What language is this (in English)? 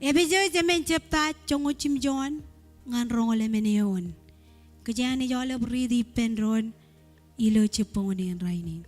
Marshallese